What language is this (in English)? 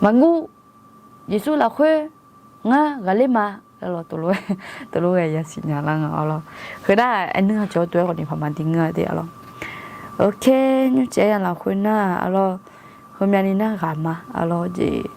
Akha